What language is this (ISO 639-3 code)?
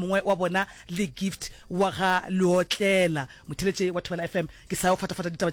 nso